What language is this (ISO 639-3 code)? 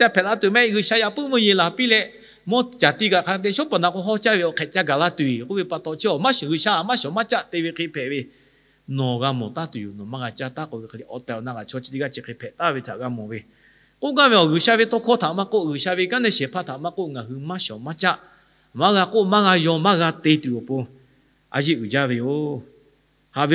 lhu